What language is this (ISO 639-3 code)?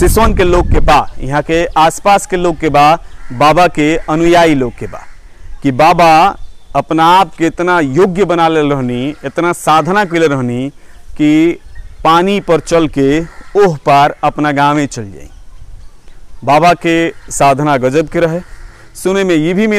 bho